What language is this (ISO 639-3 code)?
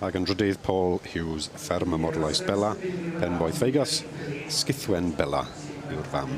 cym